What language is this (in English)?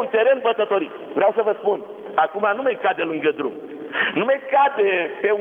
Romanian